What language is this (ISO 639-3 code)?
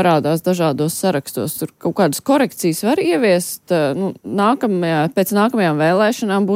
lav